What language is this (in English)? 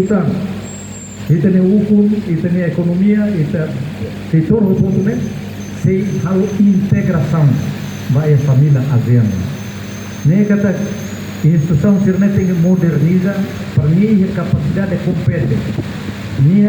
Tetum